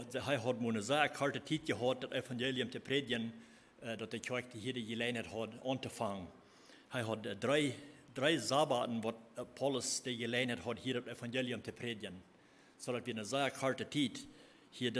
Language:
Plautdietsch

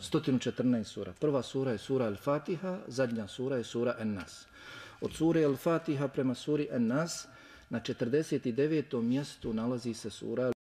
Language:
Bosnian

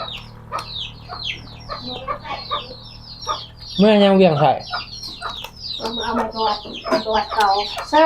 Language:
Northeastern Thai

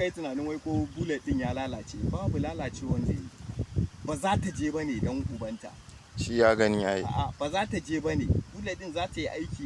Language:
Hausa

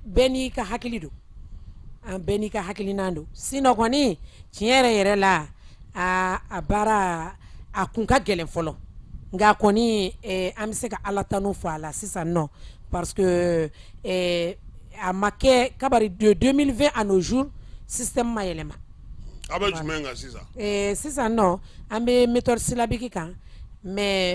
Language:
Bambara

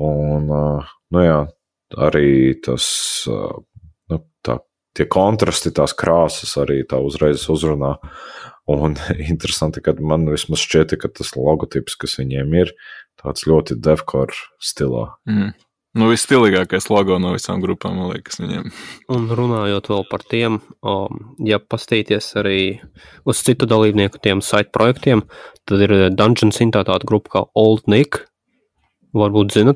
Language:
Latvian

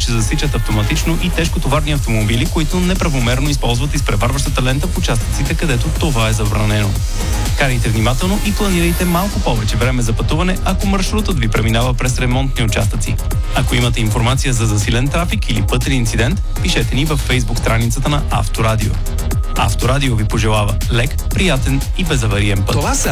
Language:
Bulgarian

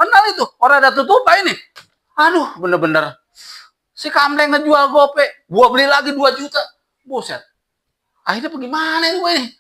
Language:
Betawi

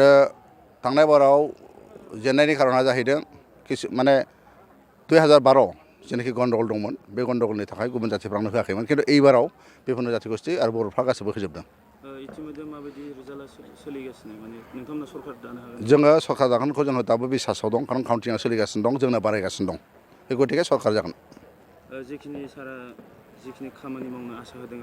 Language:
Bodo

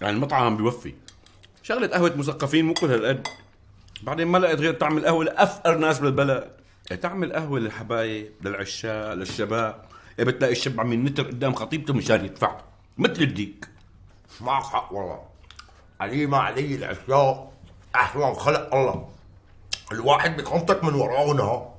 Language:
North Levantine Arabic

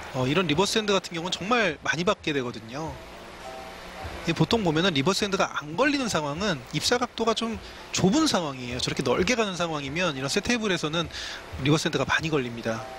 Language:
Korean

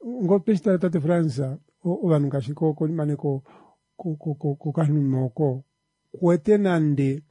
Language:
Kuanyama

